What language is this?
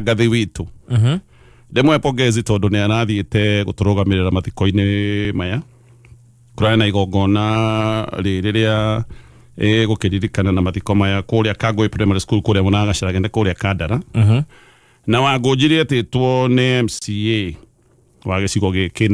Kikuyu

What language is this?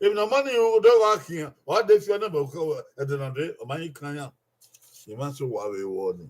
Bini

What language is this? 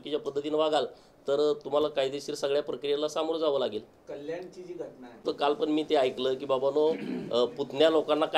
Marathi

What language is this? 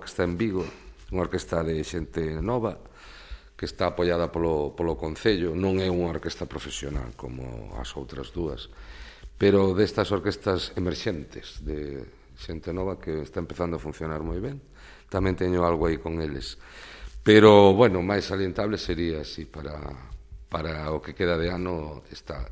Galician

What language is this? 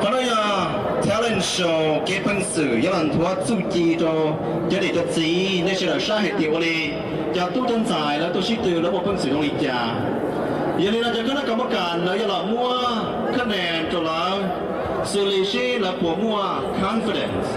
Hmong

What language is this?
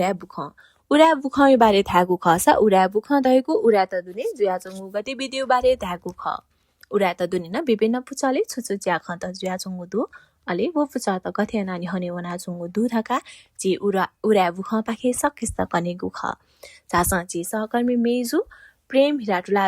Newari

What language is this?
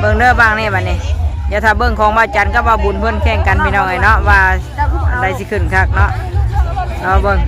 Northeastern Thai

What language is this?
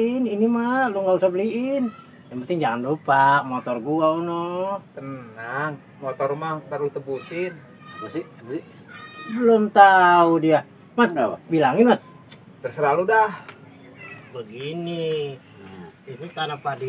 Betawi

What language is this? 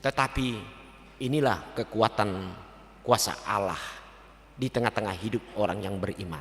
Batak Toba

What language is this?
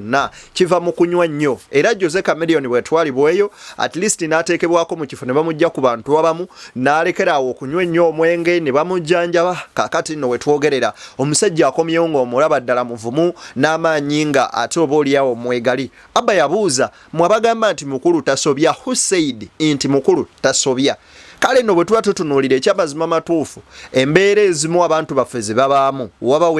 Ganda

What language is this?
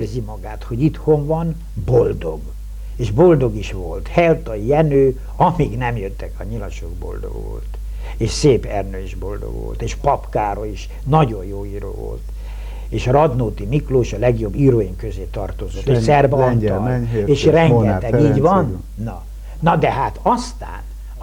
Hungarian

